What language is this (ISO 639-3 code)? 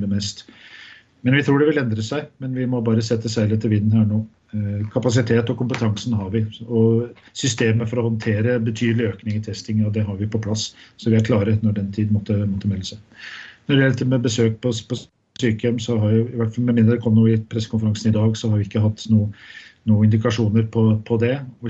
nor